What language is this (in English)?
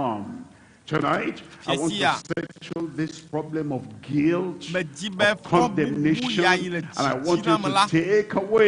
Ewe